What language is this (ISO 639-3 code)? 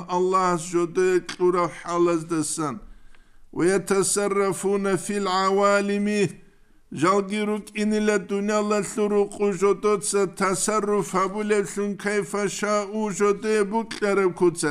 ava